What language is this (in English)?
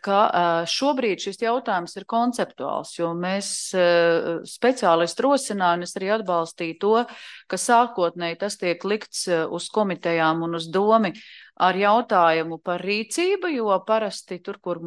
Latvian